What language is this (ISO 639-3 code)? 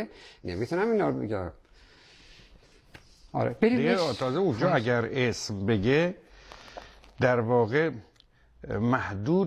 fas